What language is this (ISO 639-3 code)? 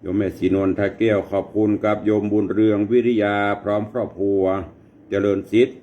nod